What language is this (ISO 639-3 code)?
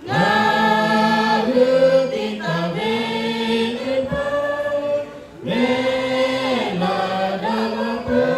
lhu